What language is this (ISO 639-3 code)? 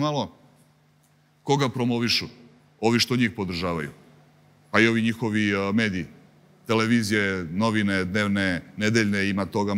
srp